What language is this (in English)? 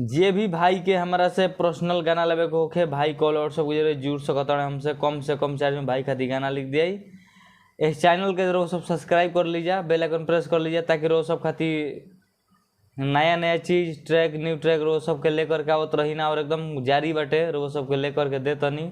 Bhojpuri